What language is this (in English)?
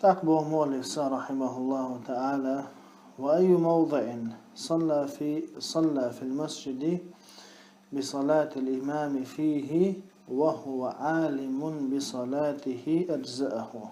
Chechen